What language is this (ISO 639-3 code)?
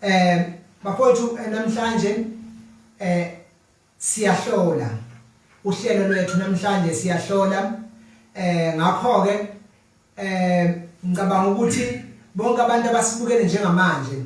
zul